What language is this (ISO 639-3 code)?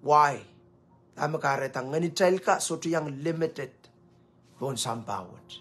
pon